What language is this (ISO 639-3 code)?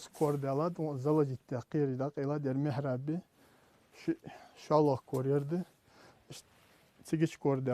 inh